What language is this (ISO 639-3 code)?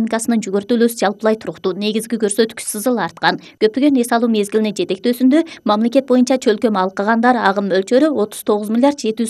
kir